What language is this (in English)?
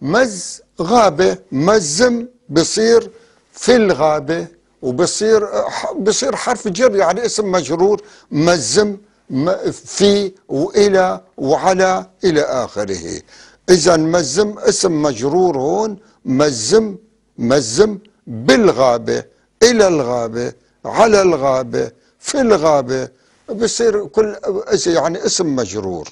North Levantine Arabic